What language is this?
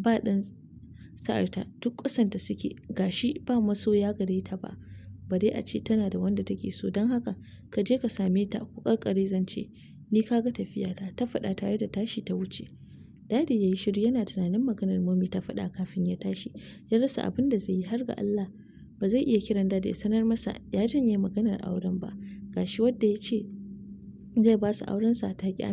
Hausa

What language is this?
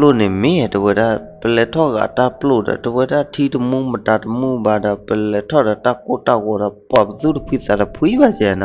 S'gaw Karen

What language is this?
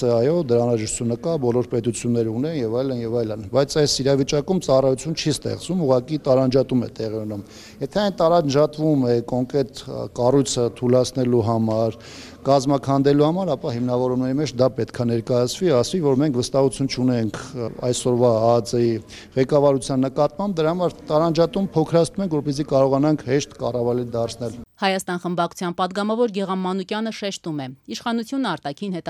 Armenian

